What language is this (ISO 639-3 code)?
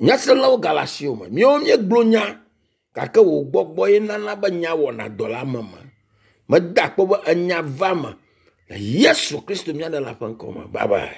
ewe